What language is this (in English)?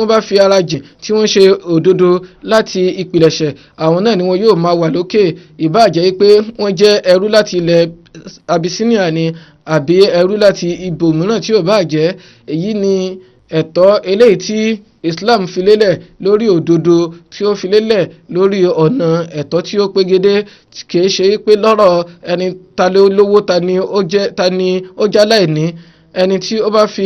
Yoruba